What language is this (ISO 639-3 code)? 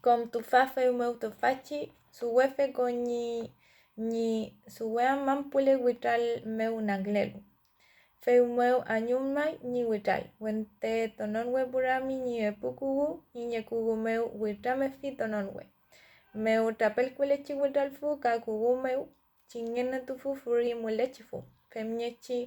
arn